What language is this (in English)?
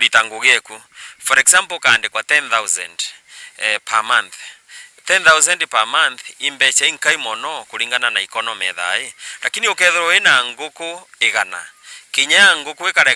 Meru